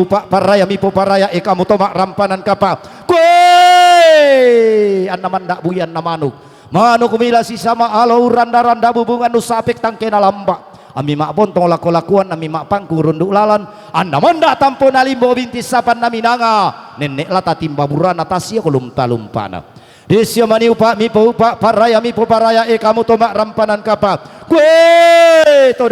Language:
Toraja-Sa'dan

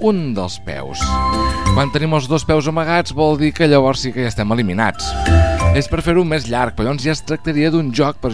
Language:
Catalan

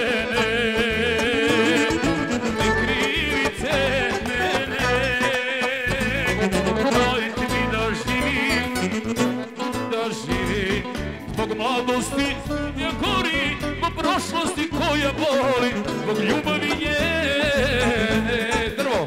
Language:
Serbian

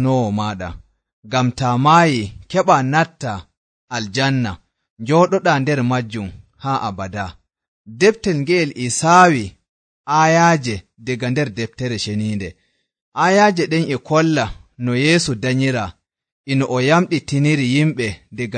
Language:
Nigerian Fulfulde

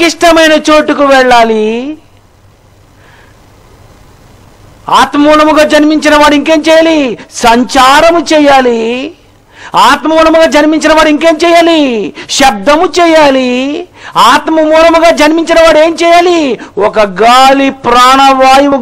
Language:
Telugu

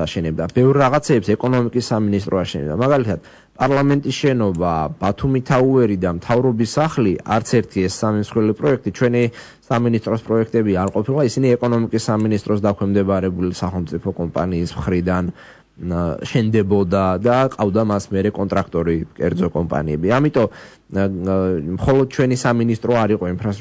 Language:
Georgian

